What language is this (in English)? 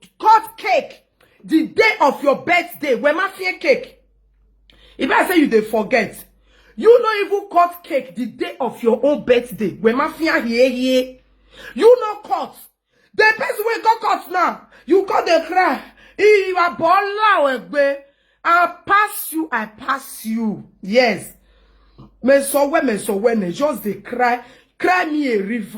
Nigerian Pidgin